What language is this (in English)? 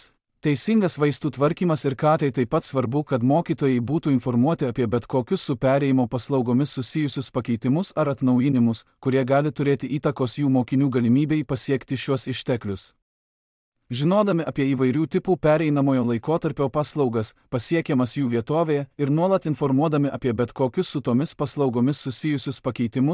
Lithuanian